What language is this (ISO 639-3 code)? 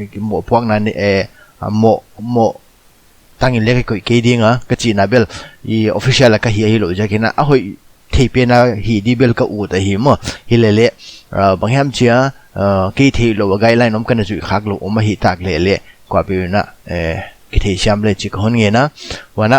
pck